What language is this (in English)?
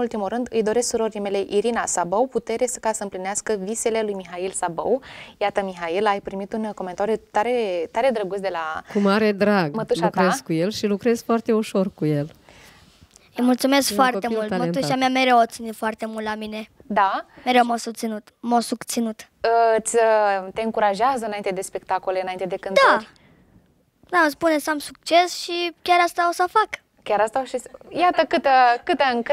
Romanian